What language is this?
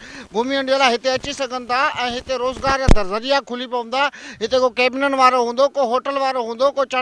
Sindhi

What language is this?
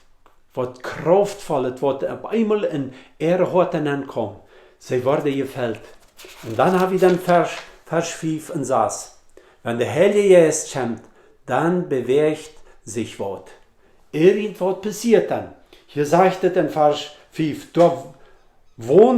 Plautdietsch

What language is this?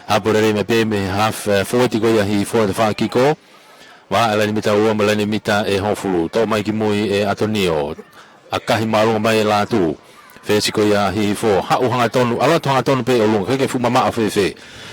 Tongan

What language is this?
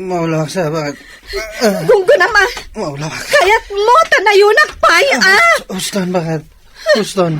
Iloko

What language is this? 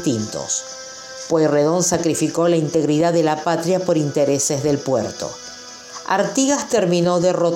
Spanish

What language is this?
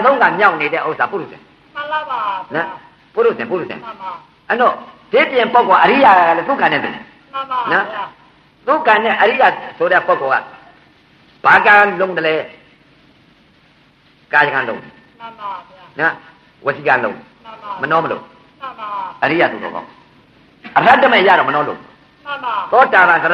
Burmese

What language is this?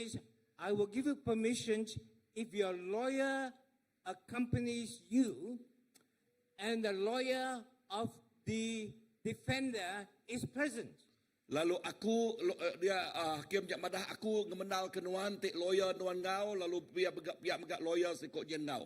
Iban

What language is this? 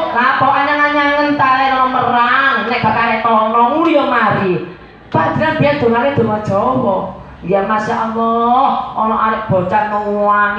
Javanese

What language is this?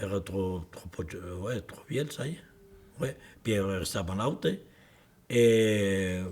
Occitan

